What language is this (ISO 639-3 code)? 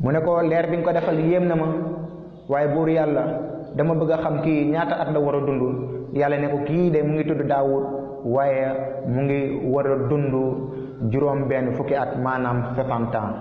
wol